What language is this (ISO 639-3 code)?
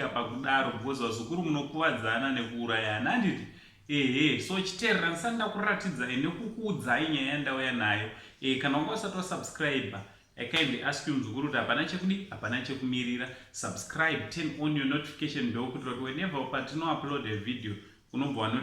sna